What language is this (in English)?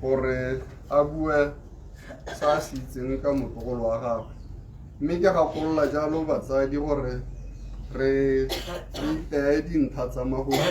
Tswana